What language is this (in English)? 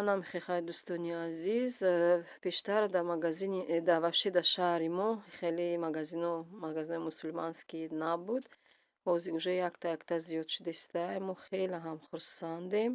Tajik